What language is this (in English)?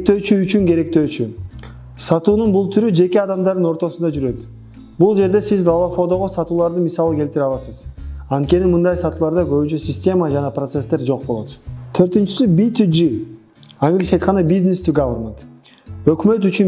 Kyrgyz